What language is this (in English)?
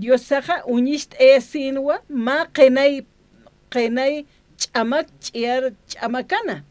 Aymara